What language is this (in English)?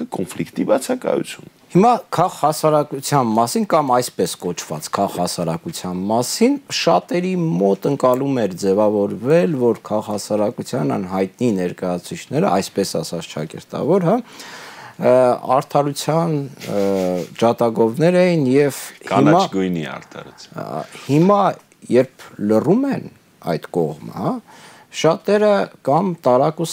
Armenian